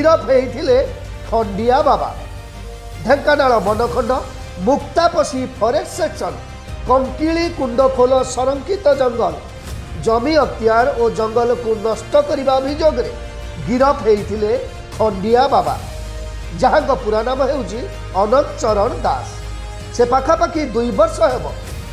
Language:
Odia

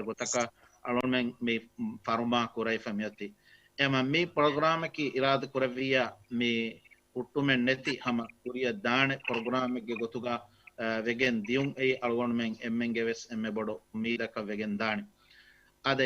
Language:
Divehi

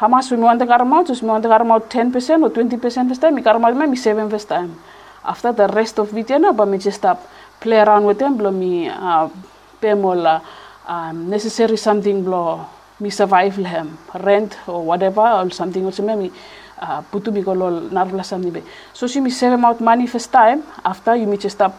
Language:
Bislama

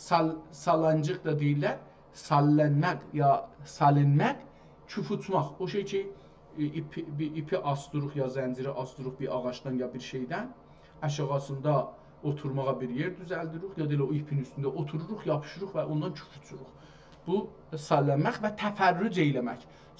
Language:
South Azerbaijani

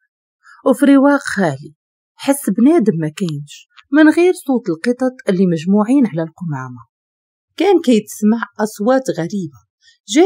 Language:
Moroccan Arabic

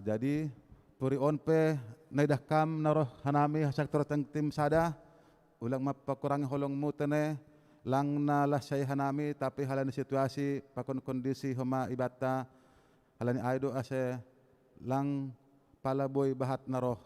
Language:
Batak Simalungun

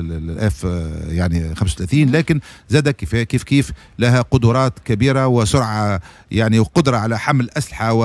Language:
Tunisian Arabic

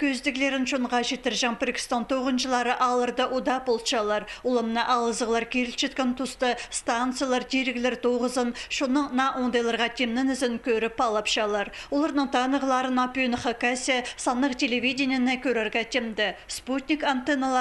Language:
Khakas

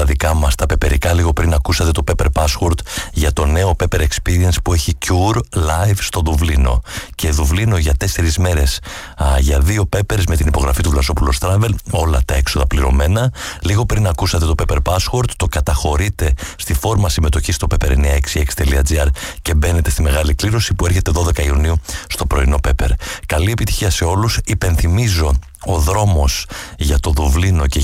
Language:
Greek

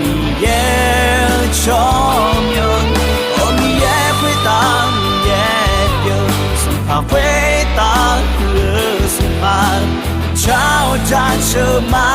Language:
Akha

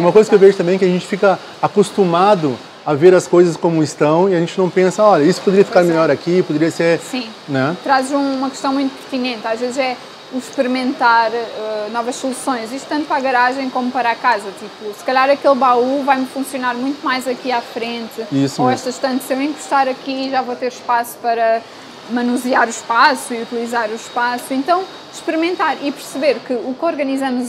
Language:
Portuguese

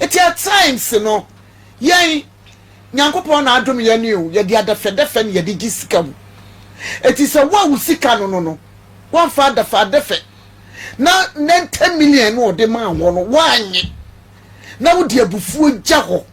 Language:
Akan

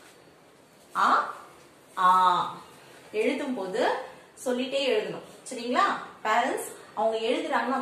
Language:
Tamil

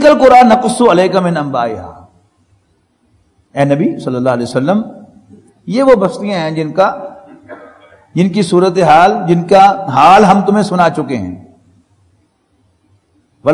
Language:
Urdu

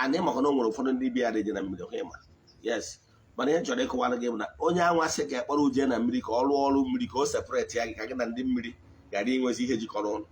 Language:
Igbo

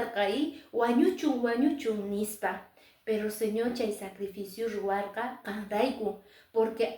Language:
Quechua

